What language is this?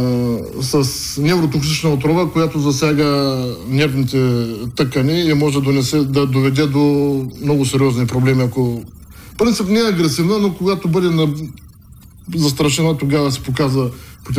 Bulgarian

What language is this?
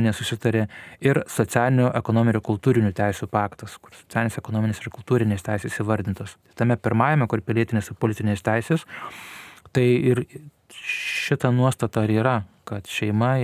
Lithuanian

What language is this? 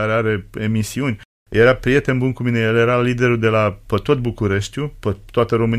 Romanian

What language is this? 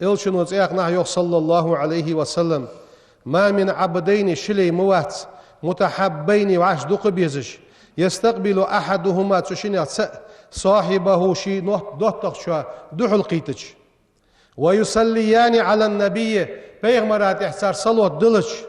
Ingush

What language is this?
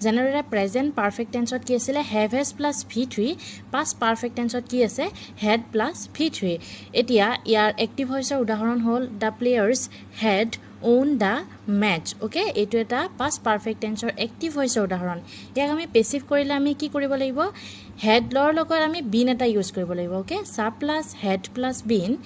Assamese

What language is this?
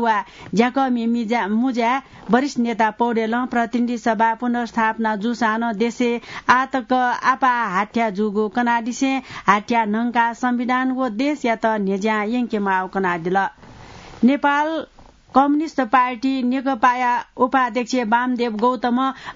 Newari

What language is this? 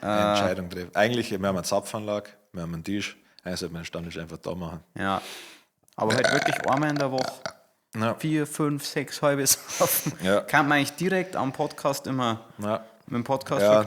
Bavarian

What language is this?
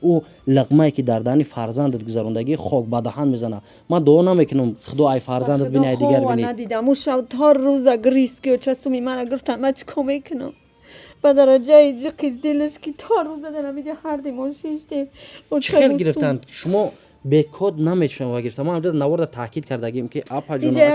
Tajik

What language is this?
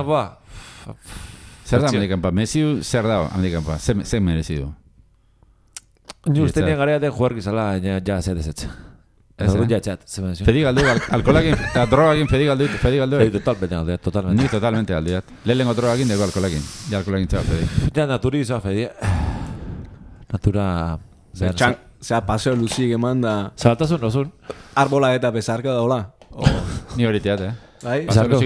Basque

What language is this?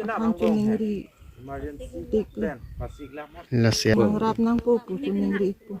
Karbi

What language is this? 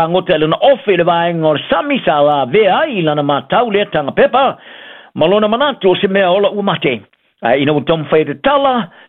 Samoan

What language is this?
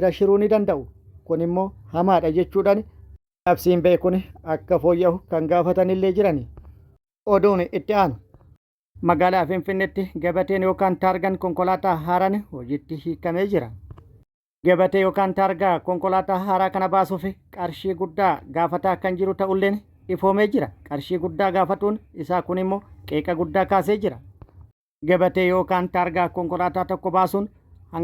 Oromo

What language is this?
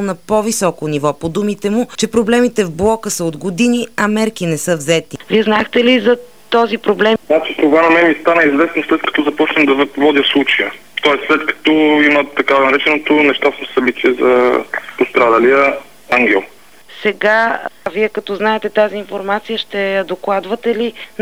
Bulgarian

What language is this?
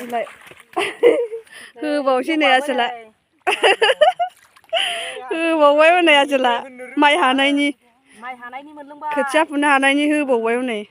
Bodo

